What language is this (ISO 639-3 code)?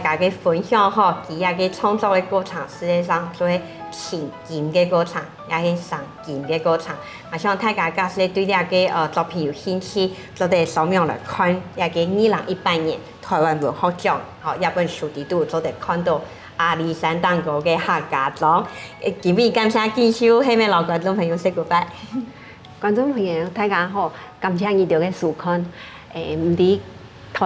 hak